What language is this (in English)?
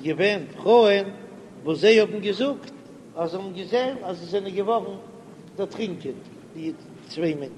Yiddish